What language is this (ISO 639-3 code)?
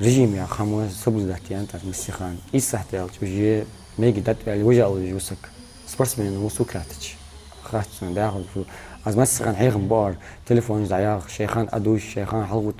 inh